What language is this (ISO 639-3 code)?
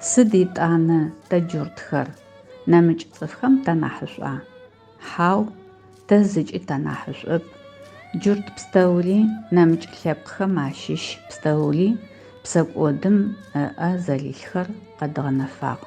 ady